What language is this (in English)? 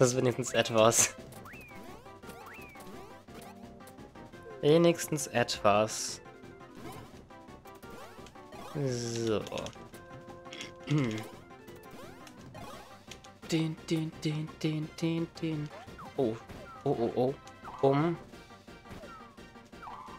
German